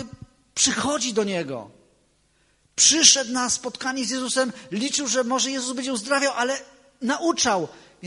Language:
Polish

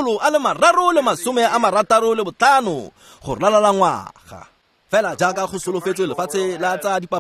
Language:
Tswana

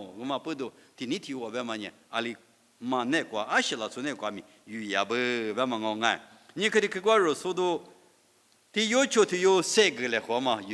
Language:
Lisu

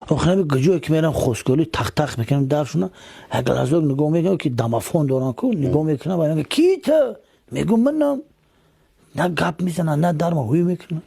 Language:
Tajik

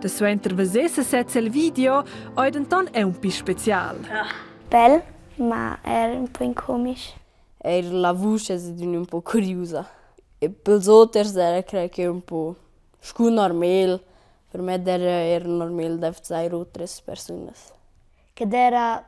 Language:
Romansh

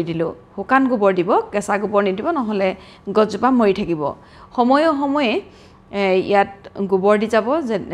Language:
Assamese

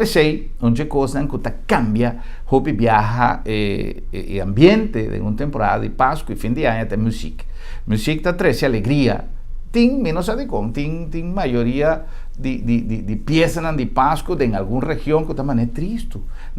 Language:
Papiamento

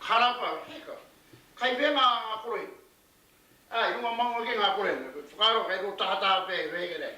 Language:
Māori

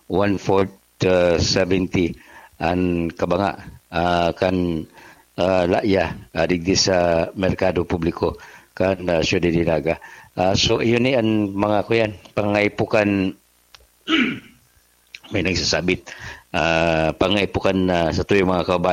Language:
Bikol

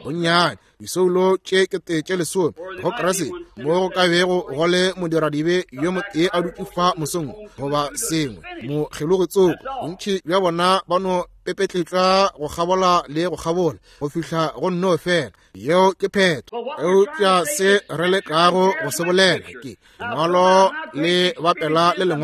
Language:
Northern Sotho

